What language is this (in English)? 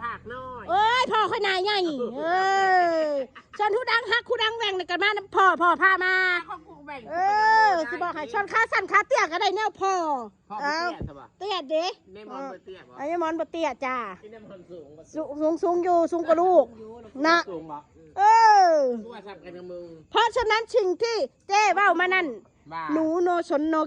Northeastern Thai